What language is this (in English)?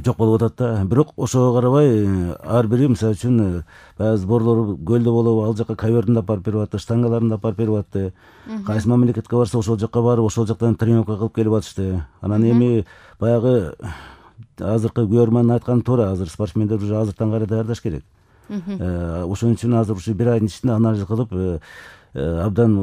Kyrgyz